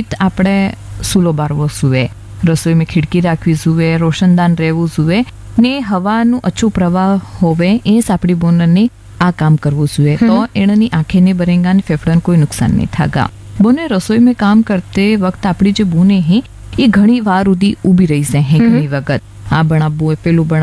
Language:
Gujarati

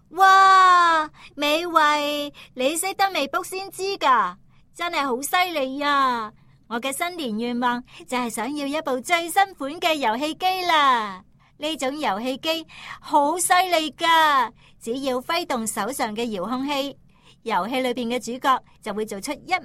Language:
Cantonese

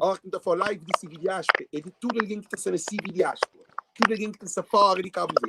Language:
Kabuverdianu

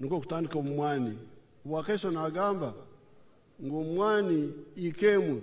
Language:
Nyankole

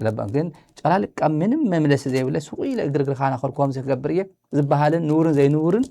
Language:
Tigrinya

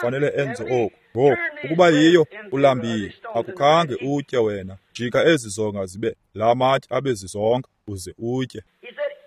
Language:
Xhosa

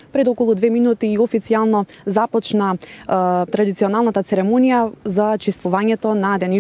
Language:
Macedonian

